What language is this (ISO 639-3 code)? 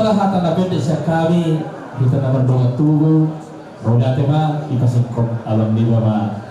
bbc